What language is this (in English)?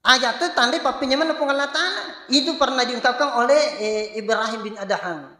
Buginese